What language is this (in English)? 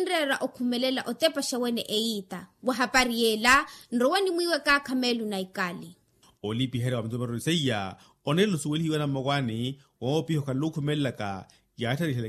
Makhuwa